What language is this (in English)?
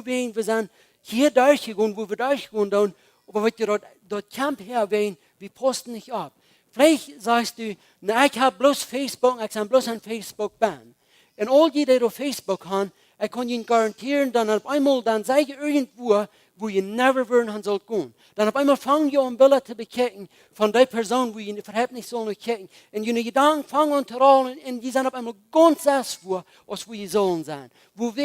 Plautdietsch